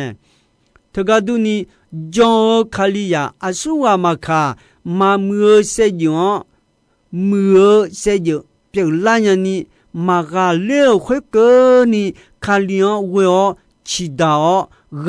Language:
Akha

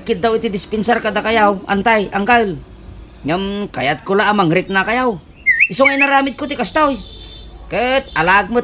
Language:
Iloko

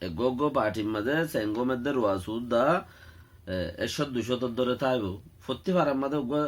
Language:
Rohingya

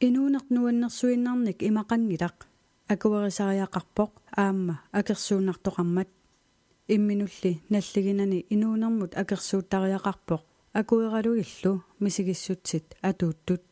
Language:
Kalaallisut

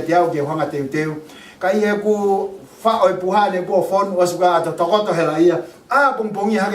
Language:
Tongan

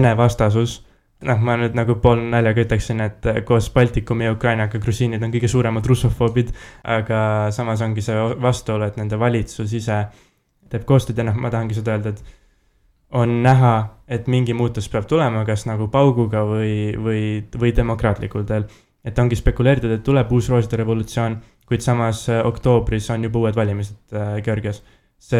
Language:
Estonian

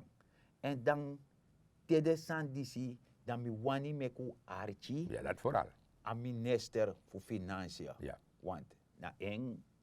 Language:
Sranan Tongo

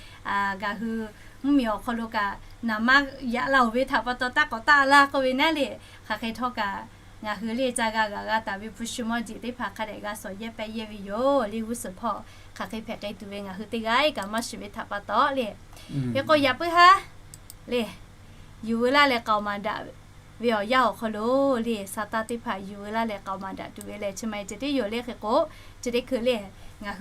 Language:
Lahu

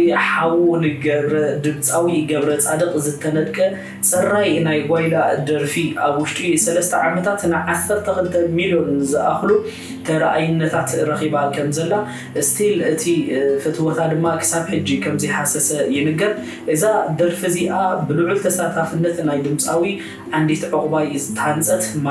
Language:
Tigrinya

